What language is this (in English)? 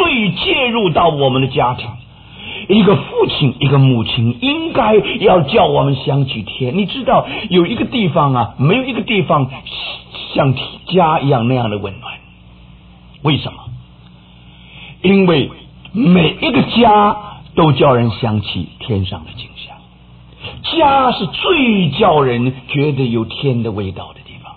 Chinese